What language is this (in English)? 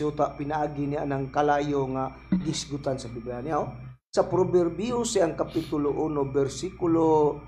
Cebuano